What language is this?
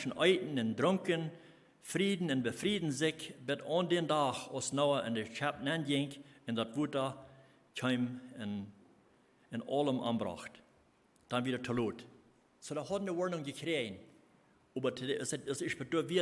Plautdietsch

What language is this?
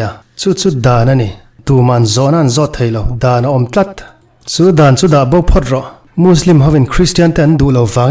Mizo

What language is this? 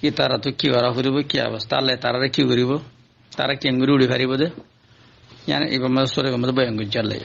Rohingya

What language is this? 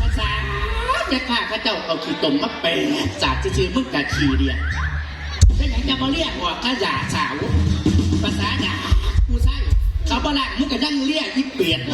Northeastern Thai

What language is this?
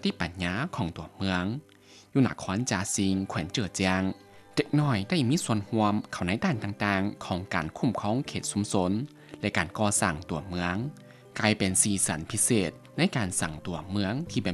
Lao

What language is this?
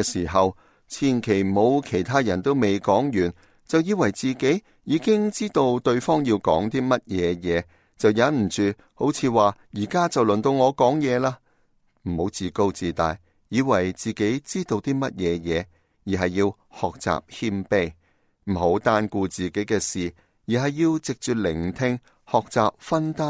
Cantonese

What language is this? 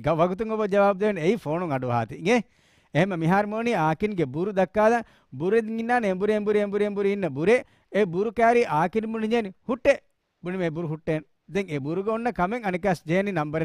Divehi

